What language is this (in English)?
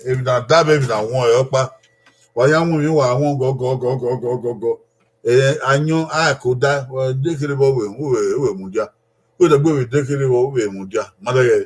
Bini